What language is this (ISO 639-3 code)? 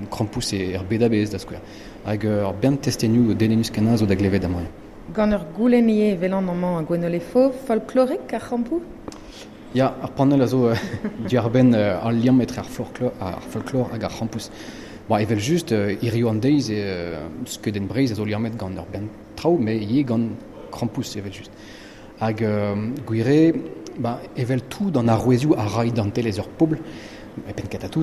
bre